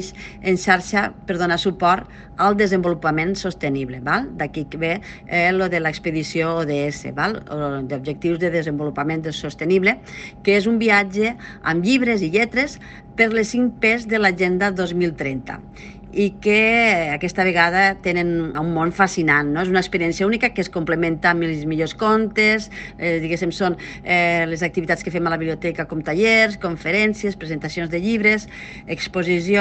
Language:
Catalan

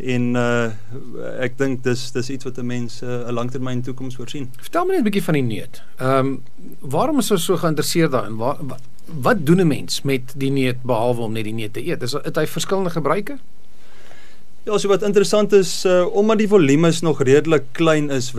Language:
Afrikaans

